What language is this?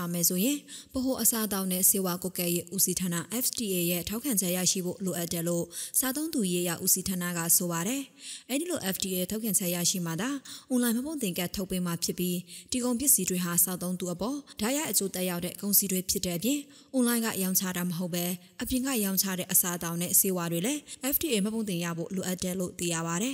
Burmese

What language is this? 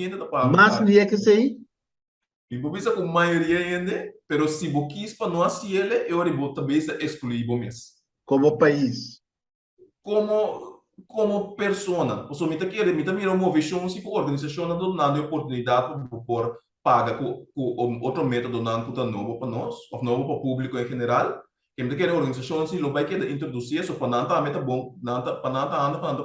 Papiamento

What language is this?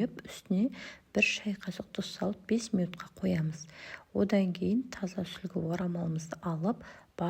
Kazakh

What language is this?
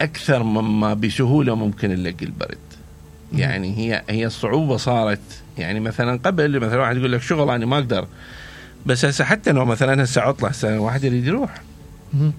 Mesopotamian Arabic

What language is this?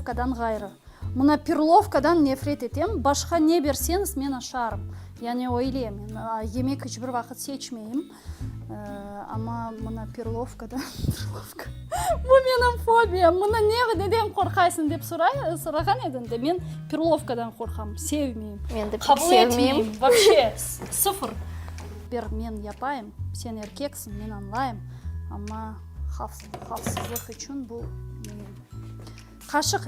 Crimean Tatar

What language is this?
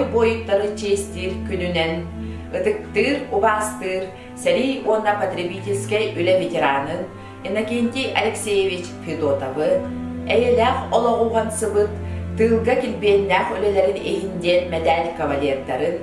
Yakut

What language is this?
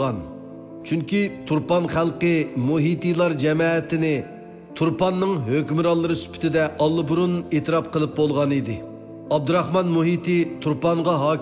Uyghur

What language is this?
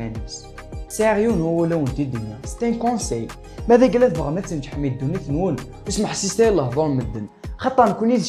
Kabyle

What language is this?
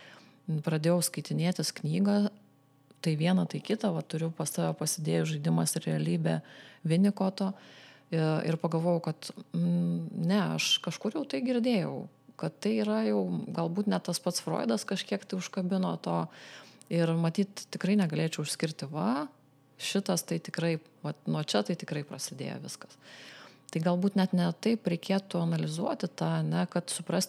Lithuanian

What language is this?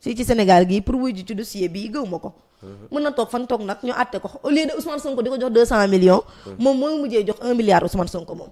Wolof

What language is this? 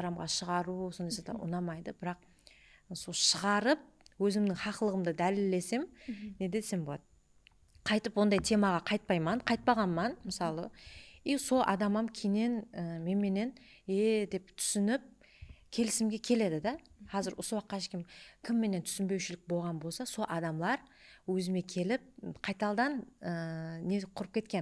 Kara-Kalpak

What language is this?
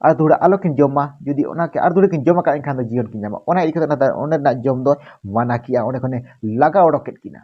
Santali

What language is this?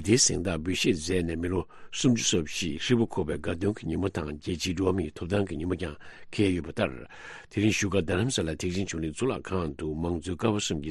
Tibetan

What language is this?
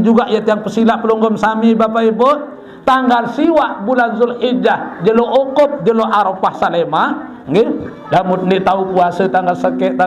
Sasak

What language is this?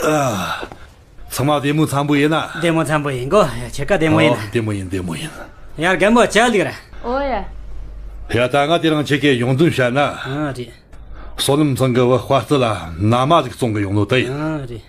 Tibetan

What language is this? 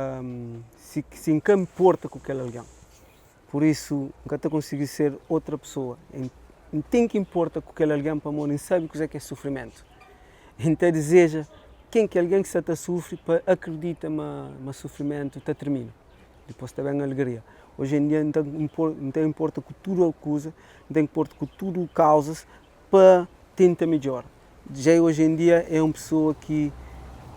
Kabuverdianu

